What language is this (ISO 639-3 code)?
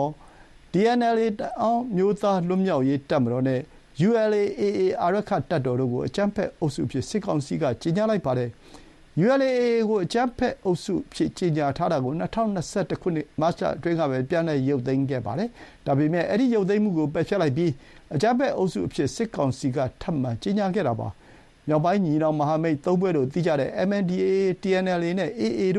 mya